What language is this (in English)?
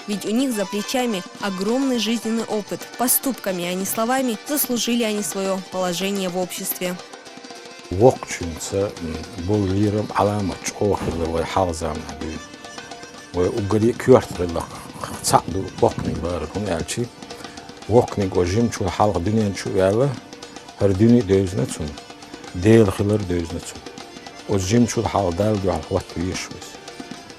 Chechen